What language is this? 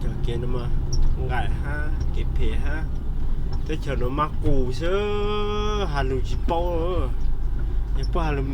Hmong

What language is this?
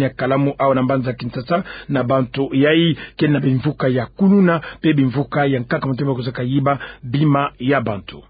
Kituba (Democratic Republic of Congo)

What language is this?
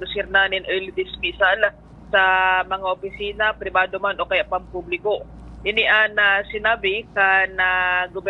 Bikol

